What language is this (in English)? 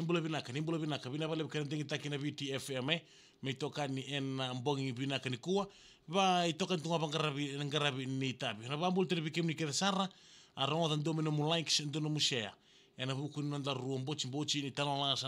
Fijian